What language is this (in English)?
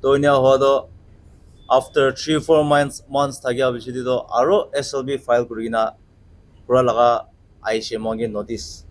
Naga Pidgin